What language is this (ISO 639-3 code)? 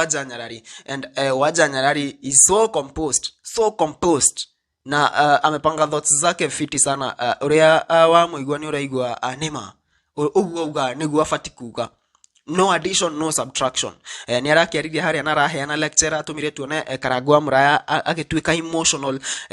kik